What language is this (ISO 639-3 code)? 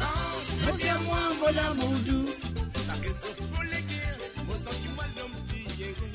mfe